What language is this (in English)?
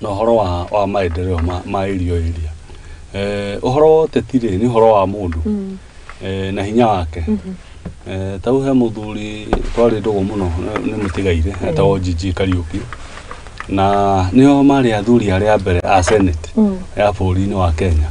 Kikuyu